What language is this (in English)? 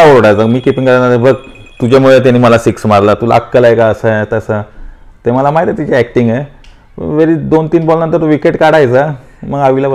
Marathi